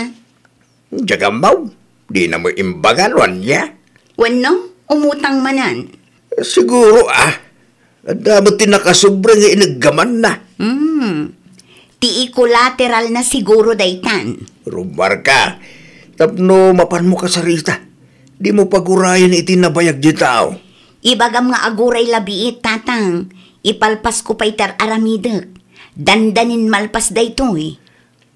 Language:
Iloko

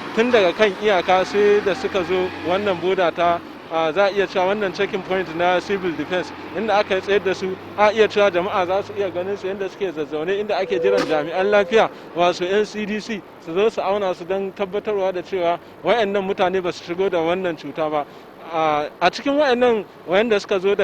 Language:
Hausa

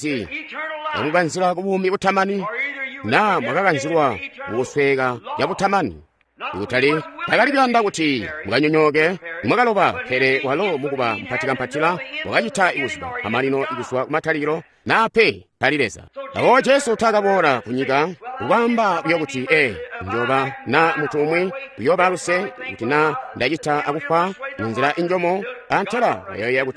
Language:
Tonga (Zambia)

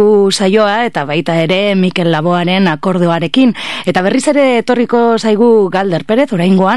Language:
Basque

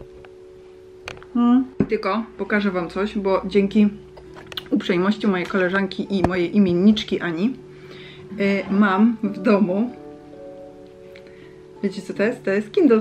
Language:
Polish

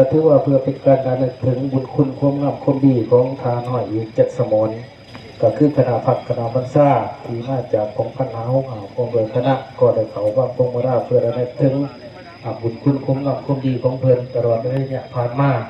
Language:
Lao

